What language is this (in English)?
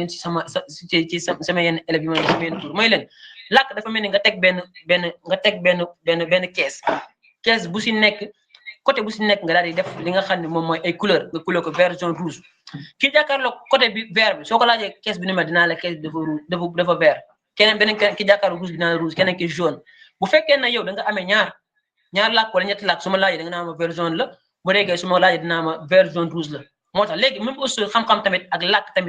Wolof